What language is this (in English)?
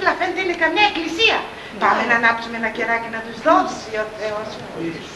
Greek